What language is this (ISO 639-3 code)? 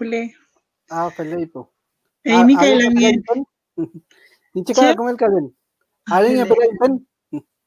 arn